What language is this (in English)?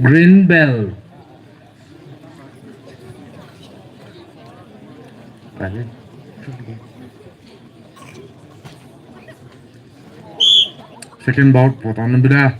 Poumei Naga